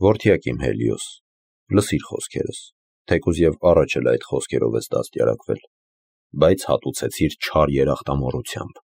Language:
Armenian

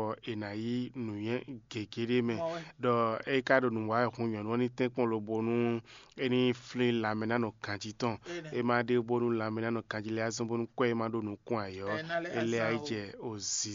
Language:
Fon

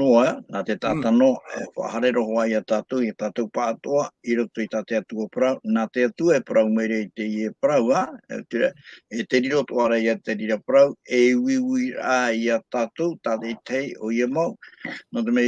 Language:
Tahitian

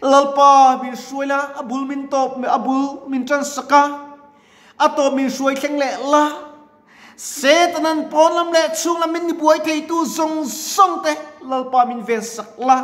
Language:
Mizo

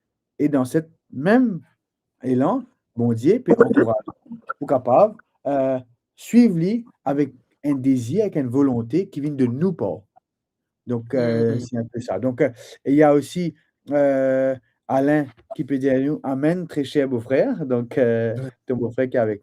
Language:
Morisyen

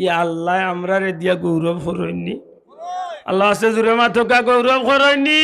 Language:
Sylheti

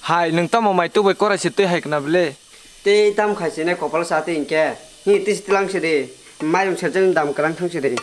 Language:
Kok Borok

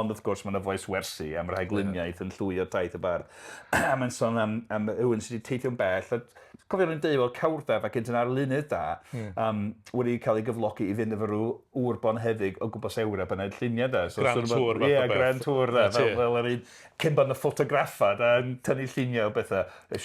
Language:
Welsh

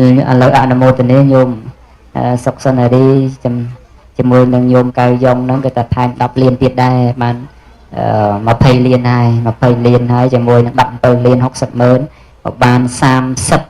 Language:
Khmer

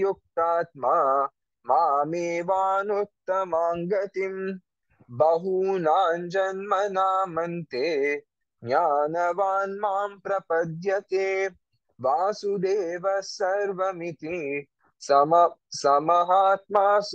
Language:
Sanskrit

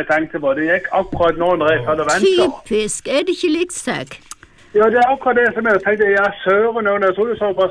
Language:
Norwegian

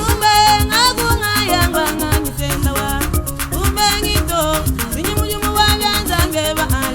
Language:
Luba-Lulua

